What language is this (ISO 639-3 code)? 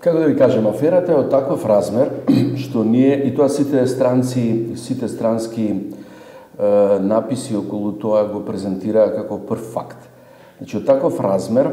mkd